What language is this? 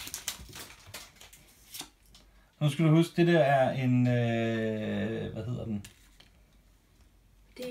Danish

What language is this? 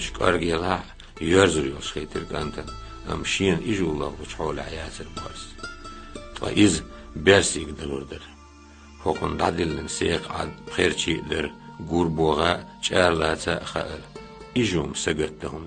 Chechen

